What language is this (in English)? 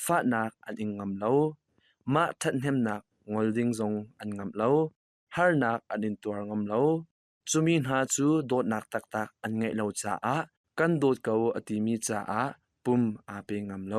Hakha Chin